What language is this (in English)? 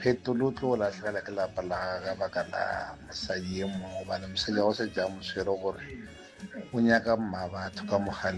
Northern Sotho